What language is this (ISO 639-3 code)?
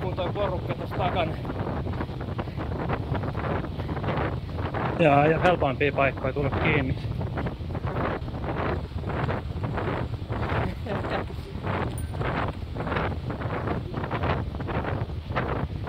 fin